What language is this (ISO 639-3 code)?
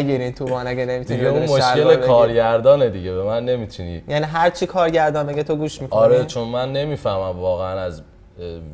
fas